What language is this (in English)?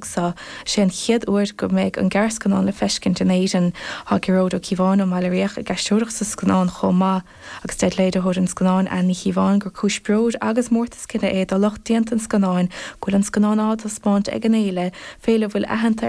Irish